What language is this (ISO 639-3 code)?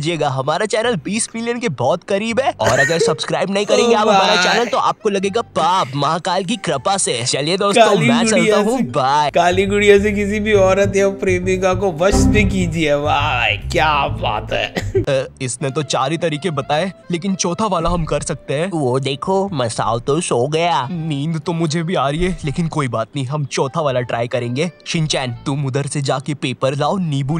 hin